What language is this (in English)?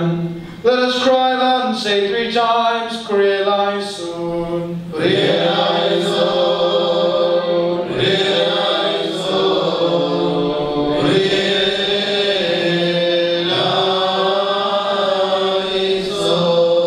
Malayalam